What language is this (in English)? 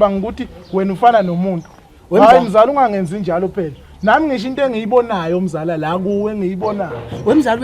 Zulu